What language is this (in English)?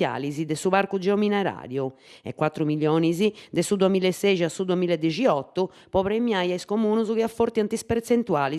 Sardinian